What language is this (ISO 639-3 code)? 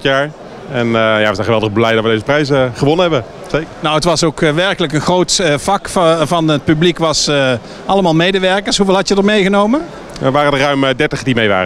nld